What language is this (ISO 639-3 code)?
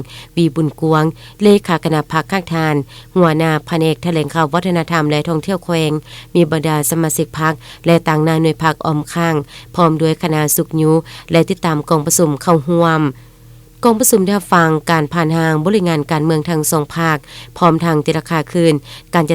lao